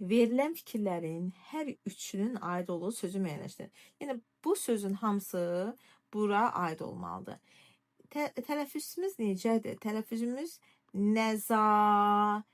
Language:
Azerbaijani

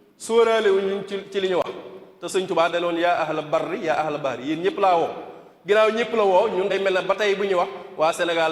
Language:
Wolof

